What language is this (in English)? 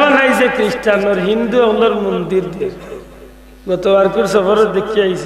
Sylheti